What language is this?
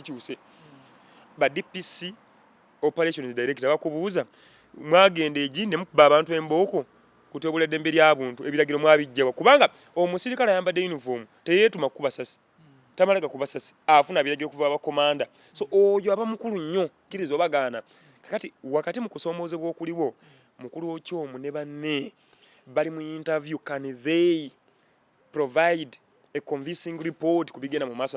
Ganda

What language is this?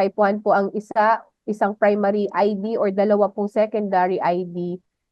Bikol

